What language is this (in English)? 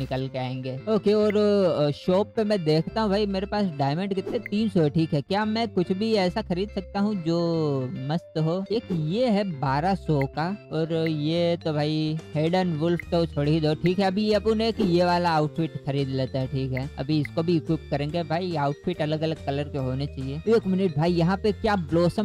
Hindi